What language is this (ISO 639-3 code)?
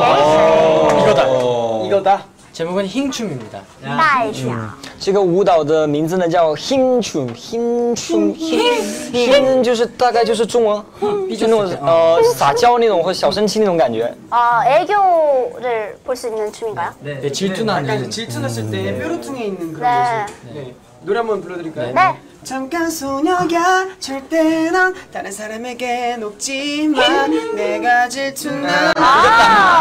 kor